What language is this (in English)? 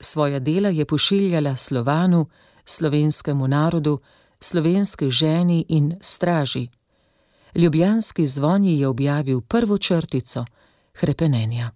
Slovenian